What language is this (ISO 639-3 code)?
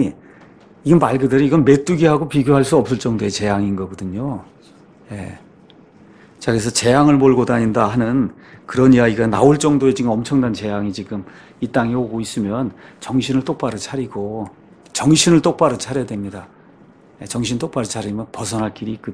kor